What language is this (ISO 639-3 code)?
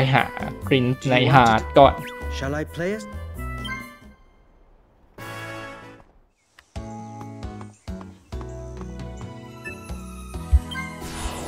tha